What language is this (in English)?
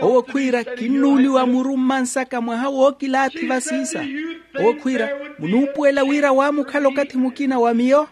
Makhuwa